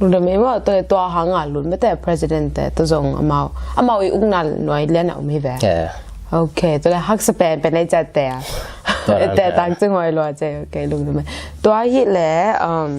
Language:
Tedim Chin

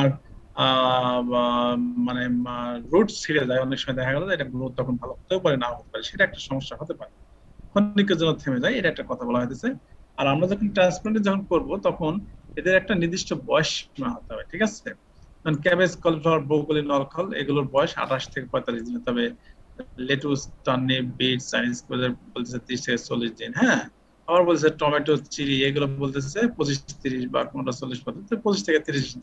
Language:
Bangla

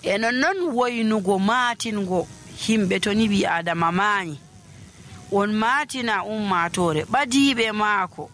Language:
Nigerian Fulfulde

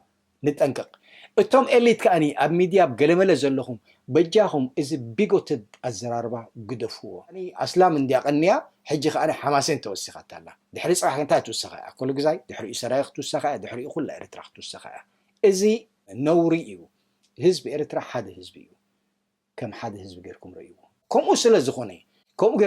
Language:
Tigrinya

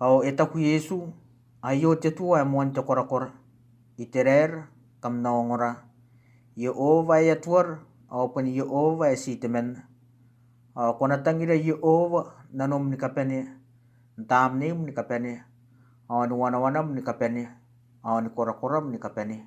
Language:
Gilbertese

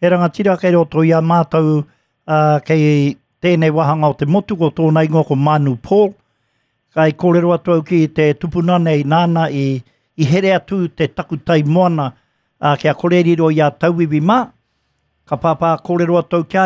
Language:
Māori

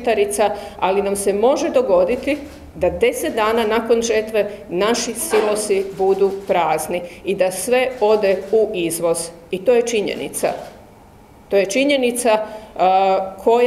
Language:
Croatian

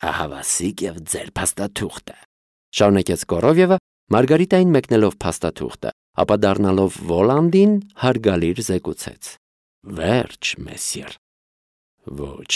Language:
Armenian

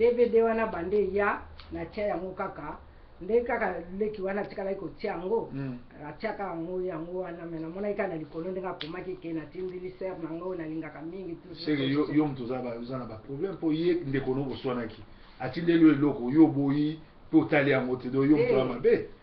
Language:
Lingala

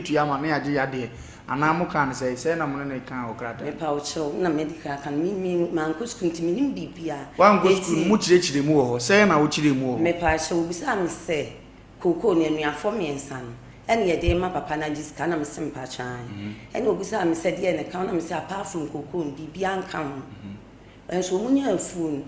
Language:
Akan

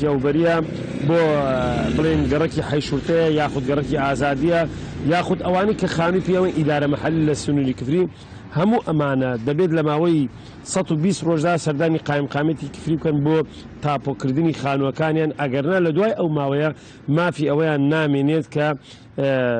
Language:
Central Kurdish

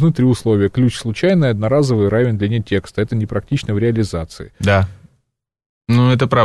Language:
Russian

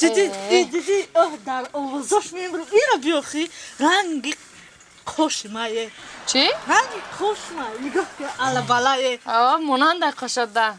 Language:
Tajik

